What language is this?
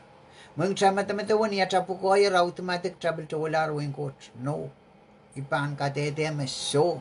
Pohnpeian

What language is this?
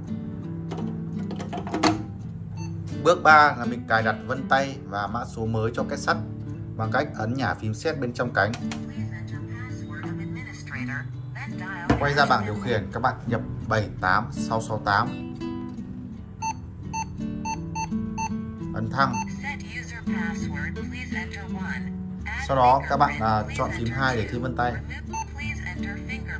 Vietnamese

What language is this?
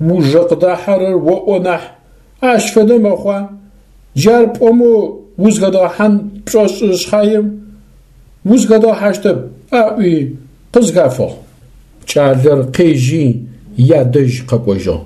Adyghe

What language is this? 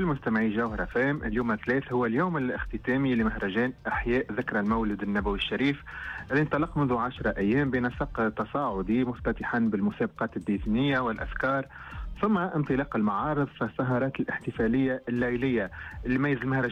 Tunisian Arabic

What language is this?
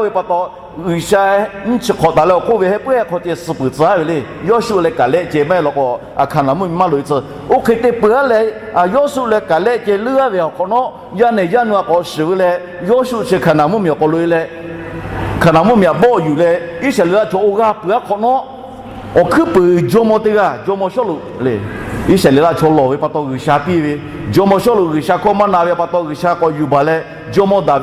Lahu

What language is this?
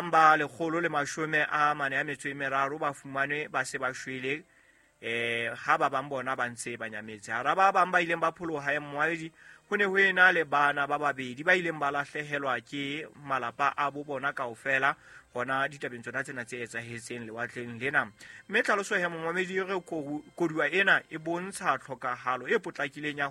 Southern Sotho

